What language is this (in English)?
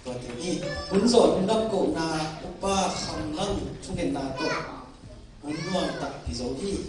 Tedim Chin